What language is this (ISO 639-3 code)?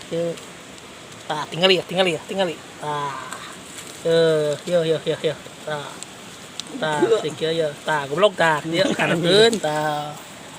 sun